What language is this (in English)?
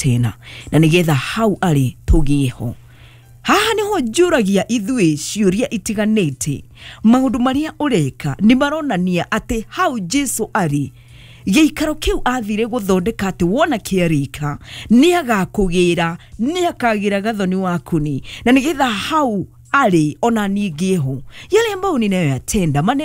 Kikuyu